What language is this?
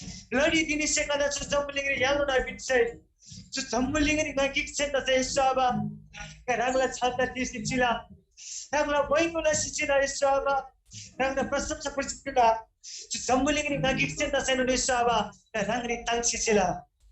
Eastern Tamang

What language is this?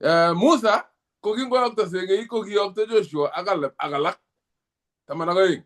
Kalenjin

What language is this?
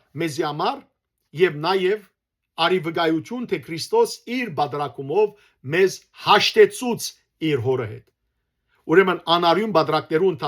Western Armenian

